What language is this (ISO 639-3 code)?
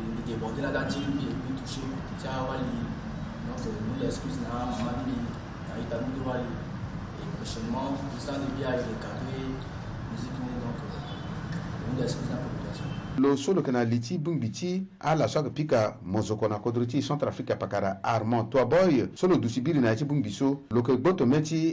sag